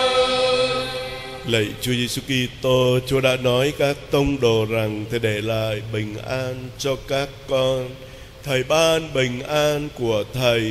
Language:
Vietnamese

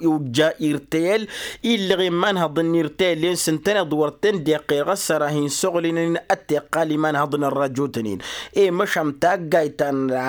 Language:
Tamasheq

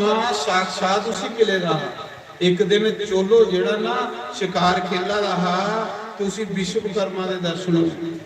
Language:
Dogri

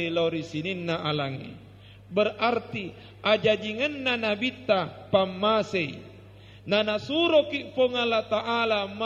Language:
Buginese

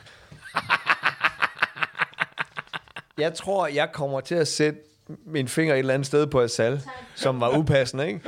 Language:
Danish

